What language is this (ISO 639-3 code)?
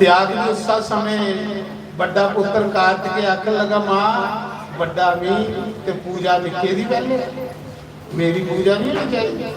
doi